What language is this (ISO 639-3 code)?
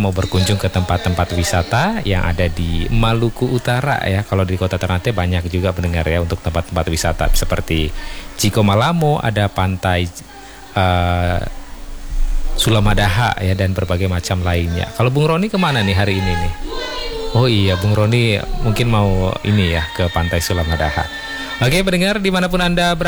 ind